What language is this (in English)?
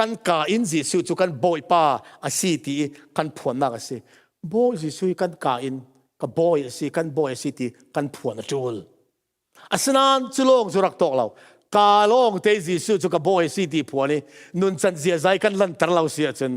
Falam Chin